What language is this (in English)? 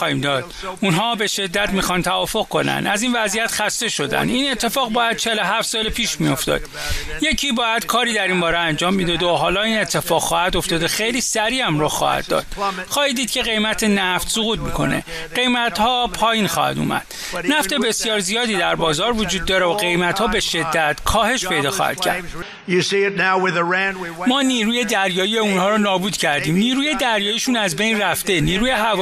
Persian